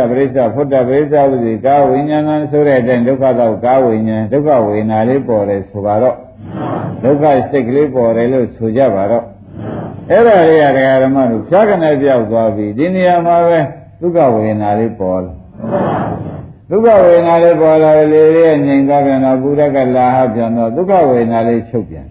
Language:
Burmese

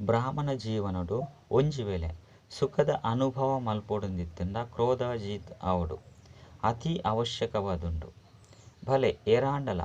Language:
Tulu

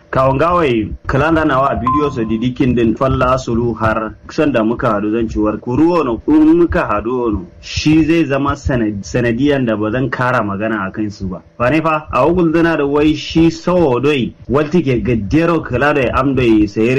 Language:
Kanuri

